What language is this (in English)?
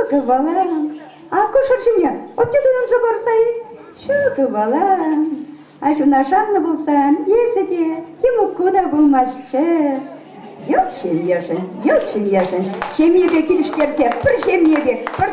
Chuvash